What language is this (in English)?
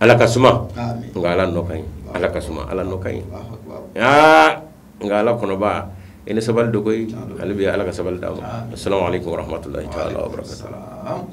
Bambara